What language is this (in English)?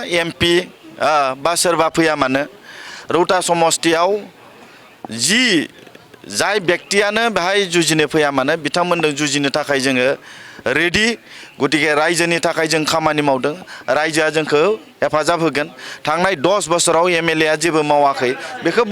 Bodo